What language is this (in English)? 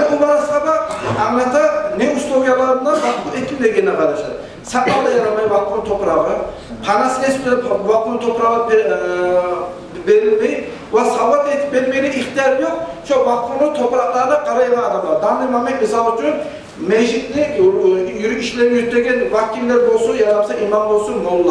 Kumyk